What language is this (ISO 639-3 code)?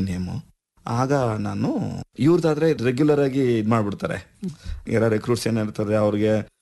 kan